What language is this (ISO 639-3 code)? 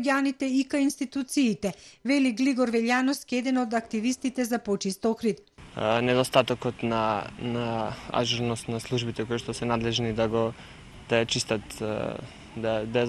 mkd